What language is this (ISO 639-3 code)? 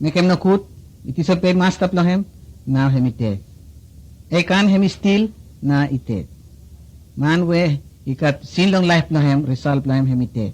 bis